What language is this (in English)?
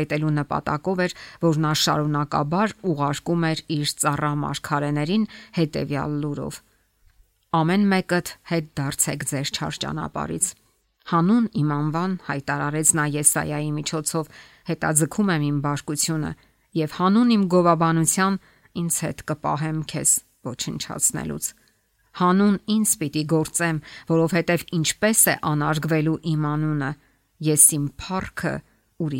Armenian